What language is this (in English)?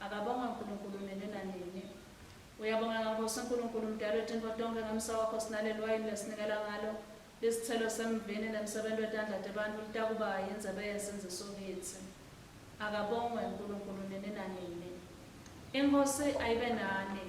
Swati